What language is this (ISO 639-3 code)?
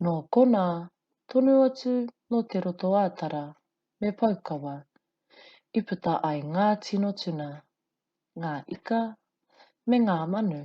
mri